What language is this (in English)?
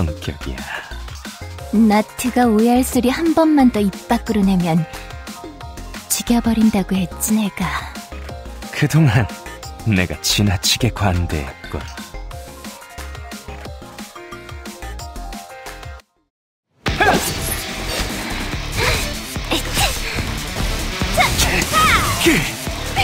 Korean